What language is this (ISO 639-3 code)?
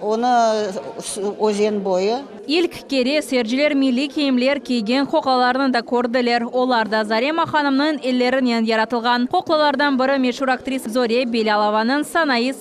crh